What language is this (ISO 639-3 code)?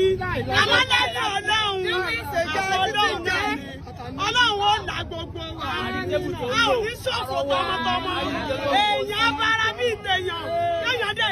yor